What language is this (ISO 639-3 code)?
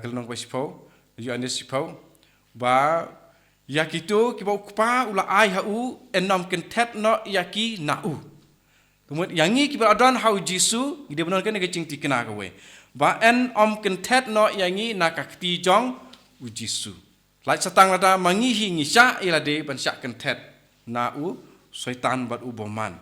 kha